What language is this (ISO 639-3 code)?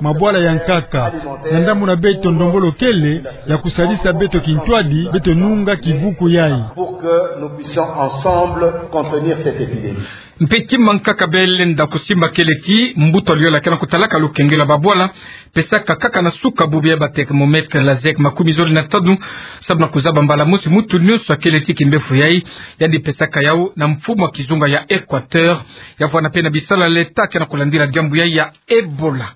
ktu